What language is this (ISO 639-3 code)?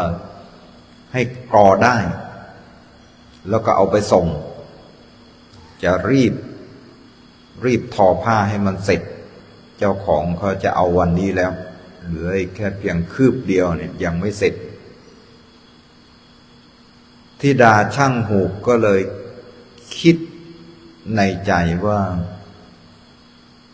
tha